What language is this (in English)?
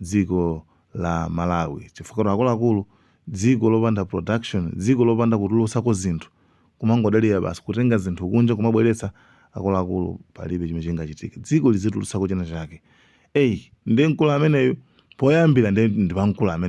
Nyanja